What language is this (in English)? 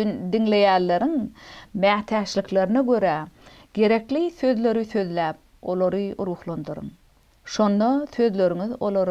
Turkmen